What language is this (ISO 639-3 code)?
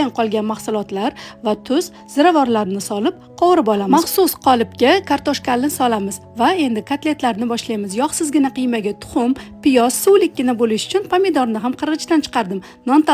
uzb